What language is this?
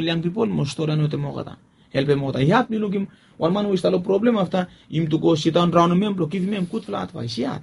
Bislama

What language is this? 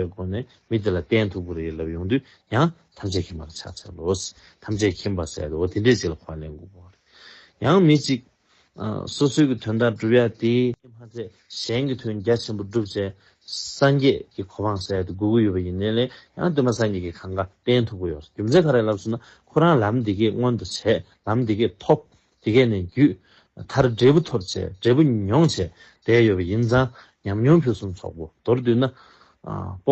Tibetan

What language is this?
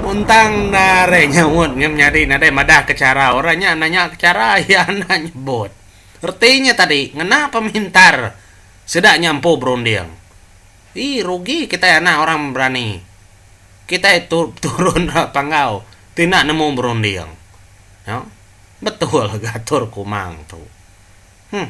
Iban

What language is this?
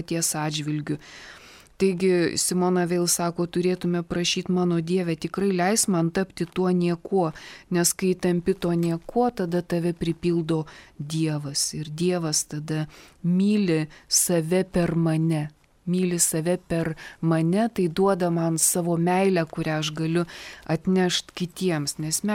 Lithuanian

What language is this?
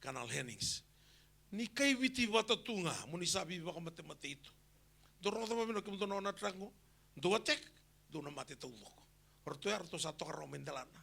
Fijian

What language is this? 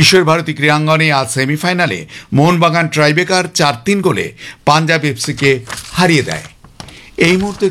Bangla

